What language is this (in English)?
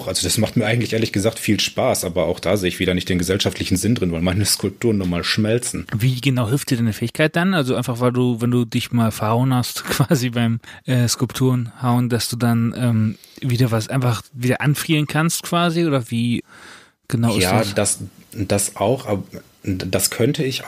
German